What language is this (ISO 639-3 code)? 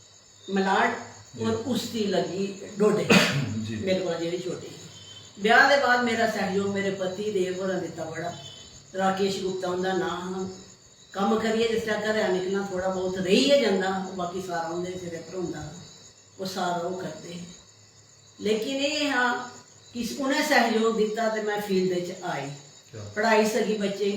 doi